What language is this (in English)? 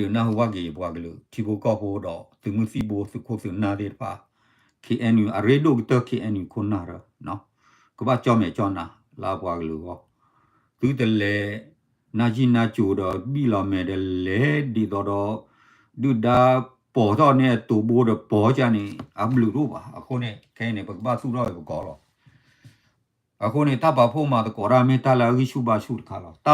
S'gaw Karen